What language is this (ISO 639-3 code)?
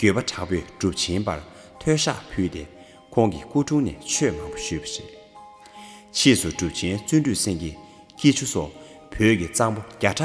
bod